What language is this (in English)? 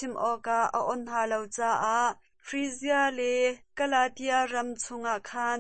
Hakha Chin